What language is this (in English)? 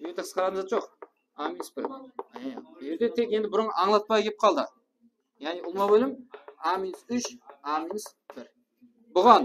Kara-Kalpak